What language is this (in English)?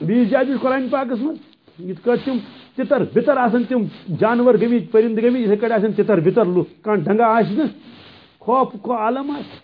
Kashmiri